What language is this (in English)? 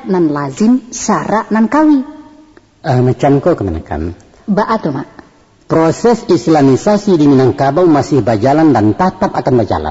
Minangkabau